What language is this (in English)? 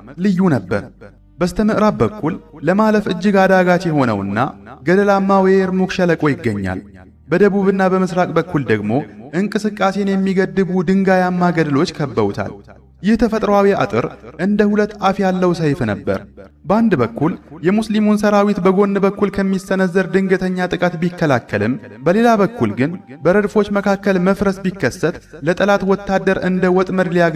Amharic